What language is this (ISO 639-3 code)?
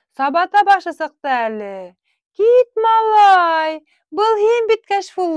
bak